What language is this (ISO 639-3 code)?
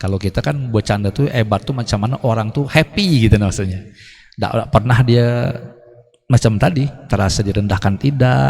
bjn